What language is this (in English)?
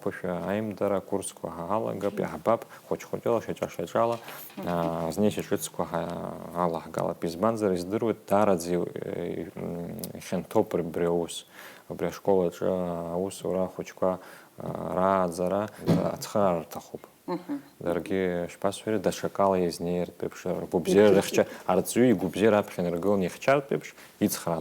Abkhazian